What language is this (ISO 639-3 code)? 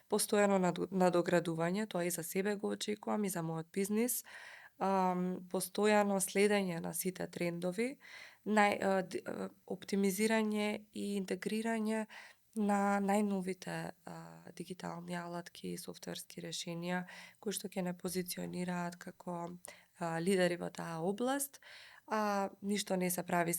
mkd